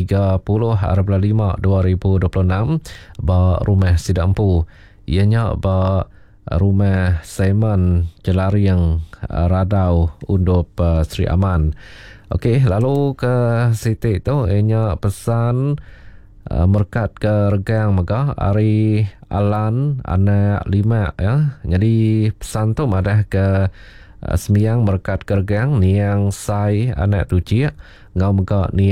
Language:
Iban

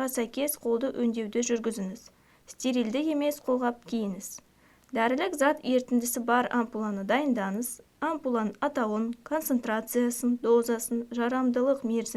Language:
Kazakh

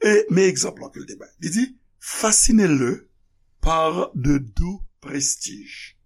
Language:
Haitian Creole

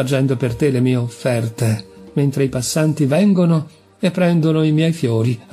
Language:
Italian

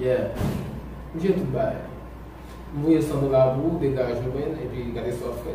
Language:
Haitian Creole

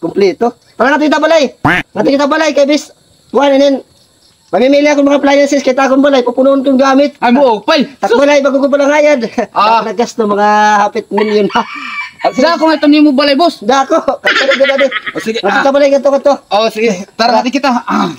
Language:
Waray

